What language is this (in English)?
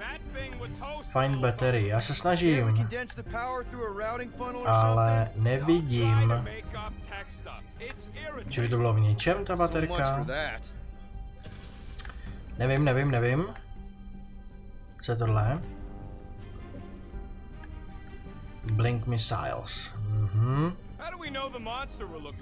Czech